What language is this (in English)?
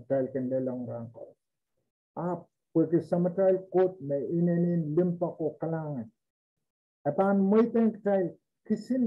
Pohnpeian